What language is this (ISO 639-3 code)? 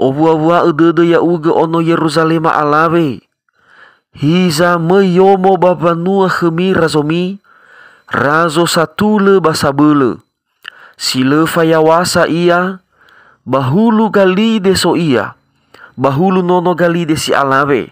nia